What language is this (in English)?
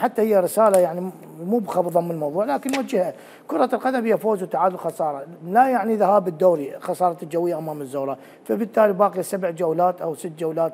Mesopotamian Arabic